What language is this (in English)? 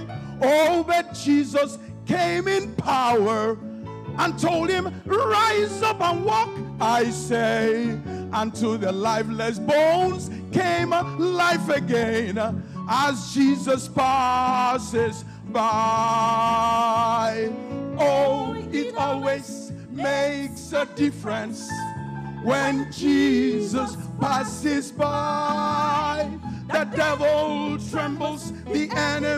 Ewe